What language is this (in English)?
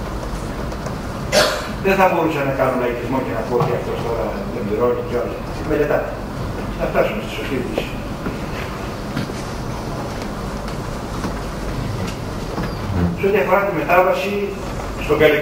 Greek